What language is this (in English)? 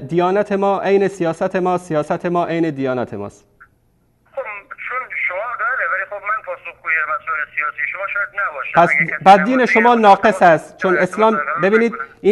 Persian